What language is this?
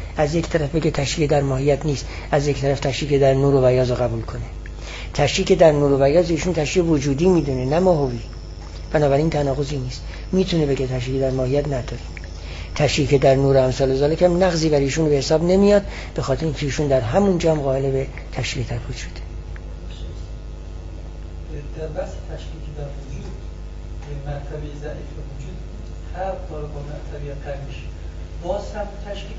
Persian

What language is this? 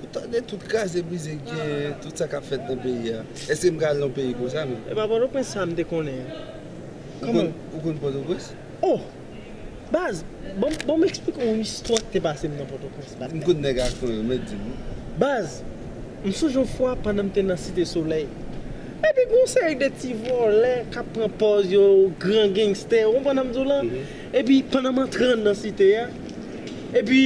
Haitian Creole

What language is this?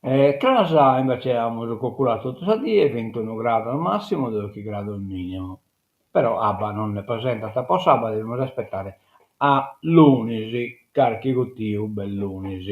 Sardinian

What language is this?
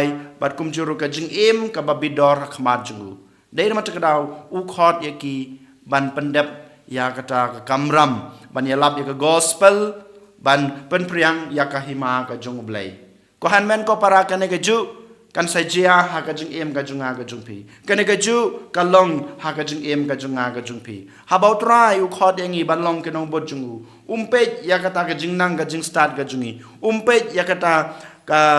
Khasi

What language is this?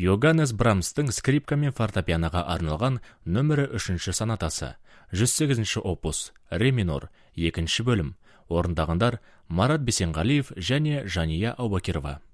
Kazakh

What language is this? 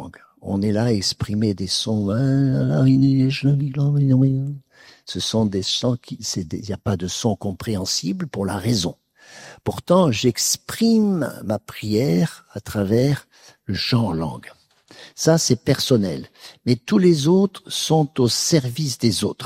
French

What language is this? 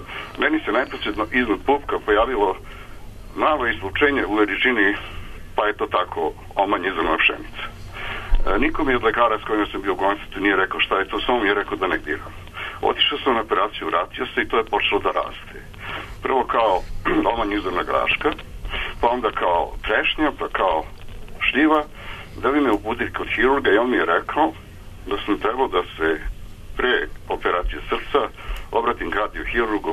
Serbian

